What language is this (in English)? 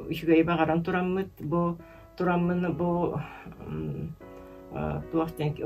Yakut